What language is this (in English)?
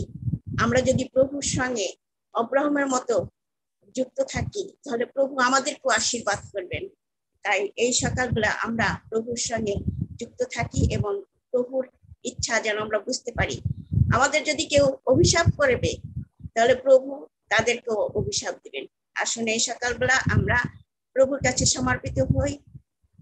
Bangla